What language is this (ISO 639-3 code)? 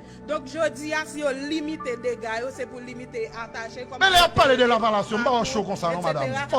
hat